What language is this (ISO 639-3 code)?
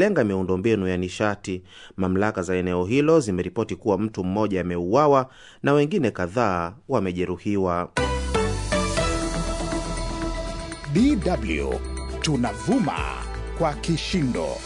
swa